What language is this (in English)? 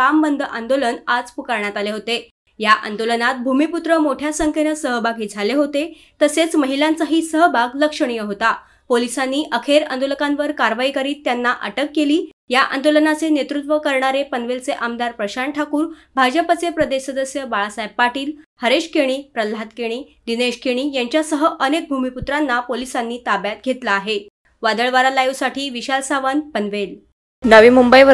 Marathi